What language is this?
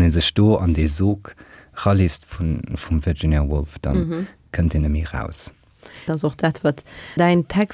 Luxembourgish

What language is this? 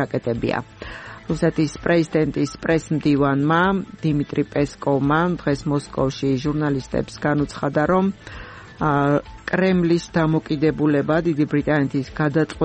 Georgian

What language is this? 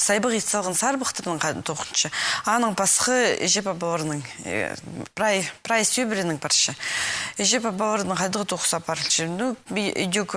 Khakas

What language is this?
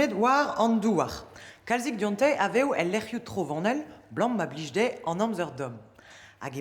Breton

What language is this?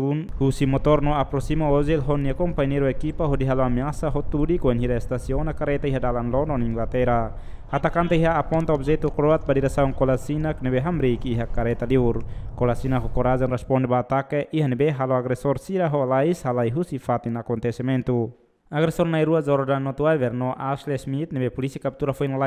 Tetum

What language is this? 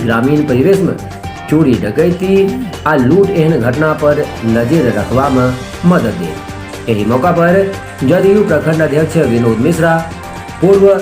Maithili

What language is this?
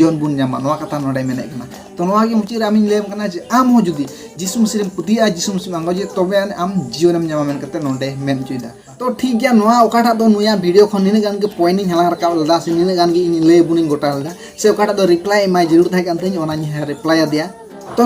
Santali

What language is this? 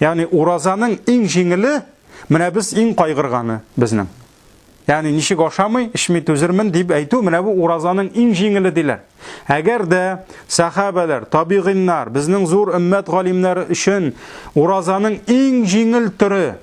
Tatar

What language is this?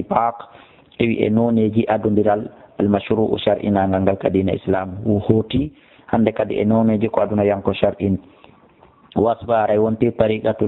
Fula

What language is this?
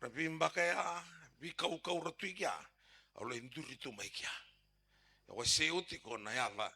Fijian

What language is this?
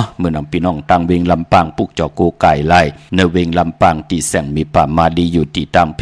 Shan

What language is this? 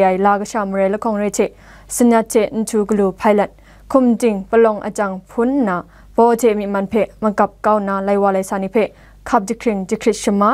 Kachin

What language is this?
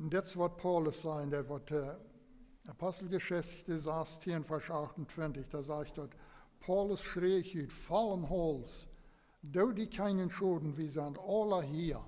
Plautdietsch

